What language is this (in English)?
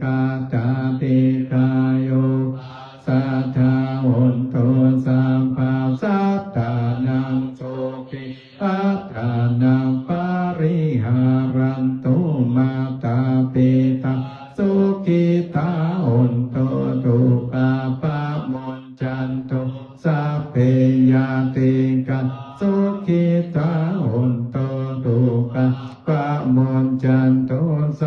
Pali